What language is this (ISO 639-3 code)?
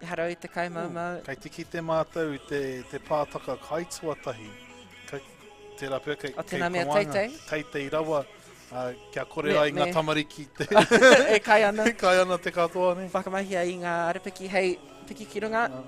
mri